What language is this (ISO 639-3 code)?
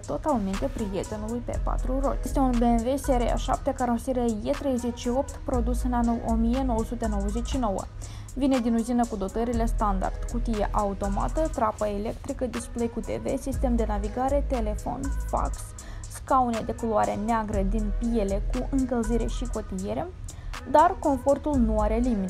ron